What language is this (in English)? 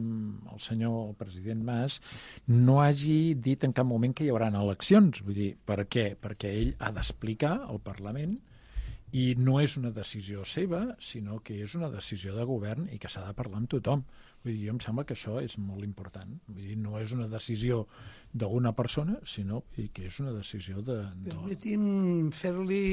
Catalan